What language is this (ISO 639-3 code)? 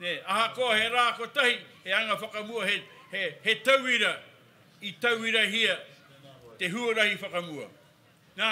mri